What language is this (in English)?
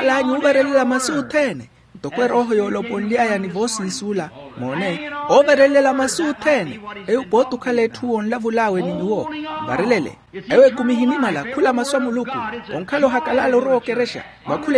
Makhuwa